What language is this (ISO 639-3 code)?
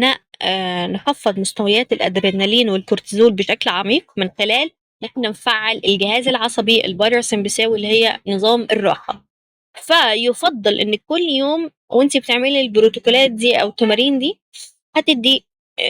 arz